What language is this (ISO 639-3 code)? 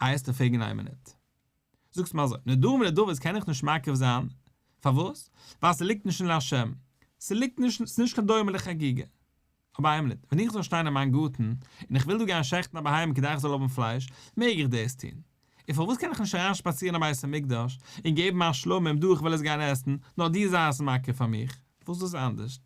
yid